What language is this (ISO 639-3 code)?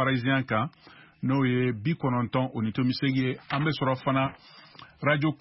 bam